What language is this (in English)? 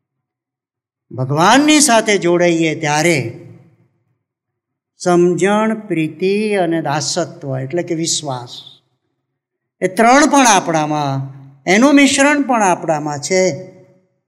Gujarati